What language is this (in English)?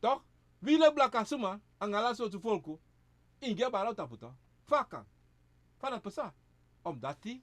Sranan Tongo